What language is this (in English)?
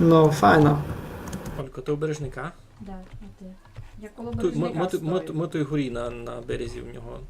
Rusyn